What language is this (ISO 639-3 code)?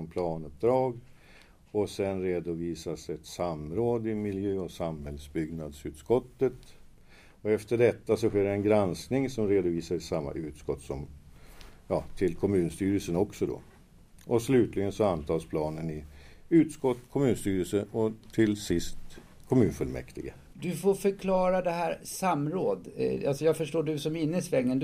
swe